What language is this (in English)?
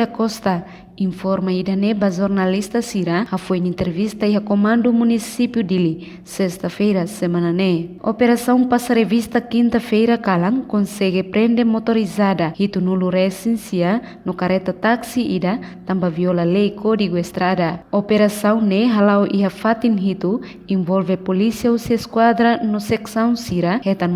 Tetum